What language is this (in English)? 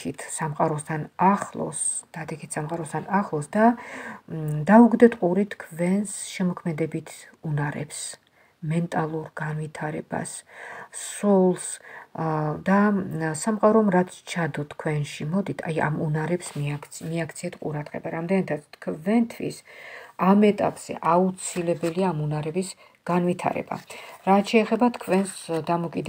Georgian